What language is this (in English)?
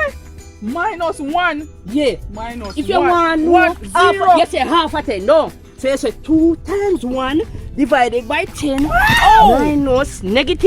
Jamaican Creole English